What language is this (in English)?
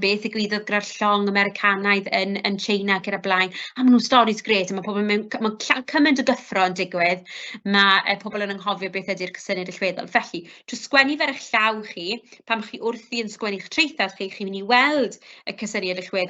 Welsh